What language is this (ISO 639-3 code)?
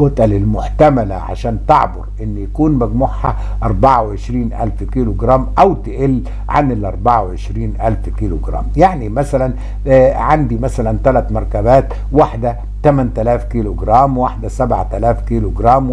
arz